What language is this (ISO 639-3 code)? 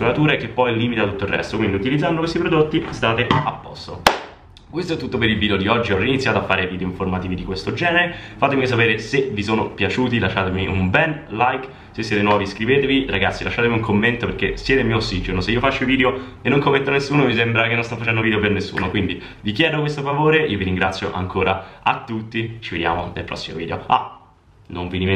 ita